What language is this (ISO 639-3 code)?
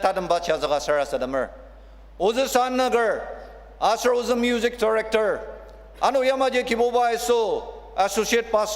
njo